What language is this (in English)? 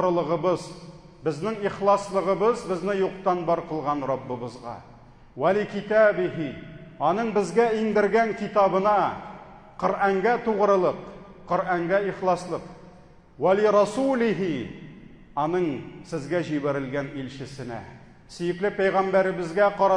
Tatar